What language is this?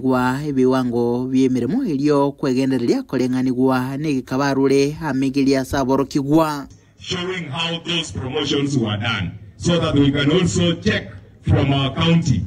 Gusii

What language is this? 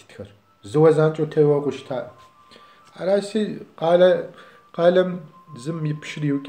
Kabardian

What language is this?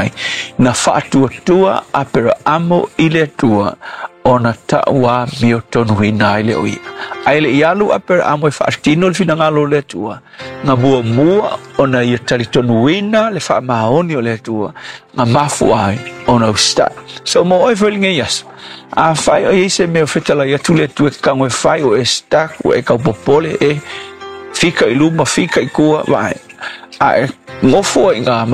Samoan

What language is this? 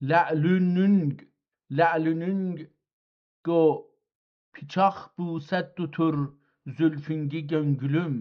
South Azerbaijani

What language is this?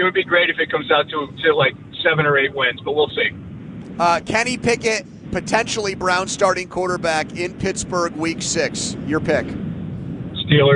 English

